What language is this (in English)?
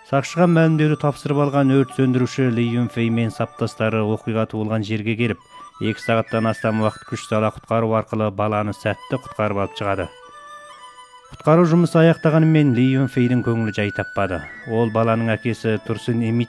Kazakh